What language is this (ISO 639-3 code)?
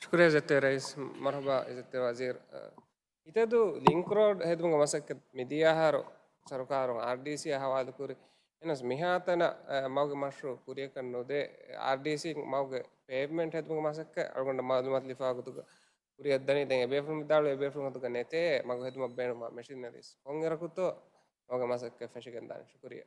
div